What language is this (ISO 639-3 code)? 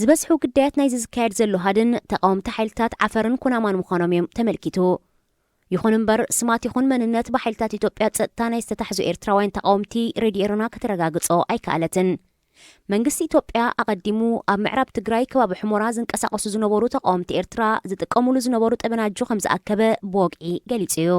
tir